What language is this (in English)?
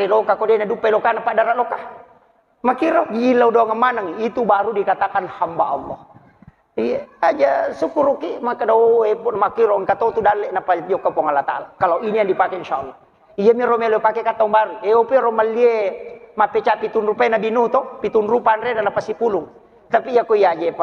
Buginese